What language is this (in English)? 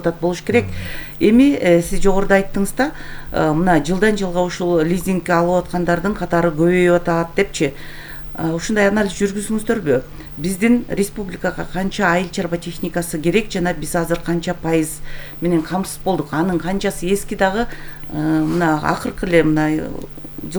Kyrgyz